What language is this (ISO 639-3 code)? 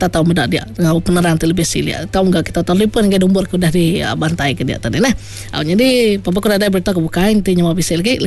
iba